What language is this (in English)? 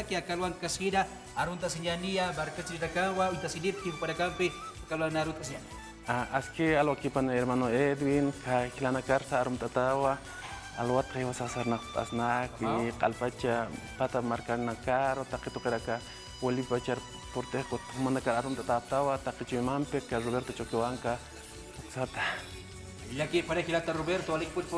Aymara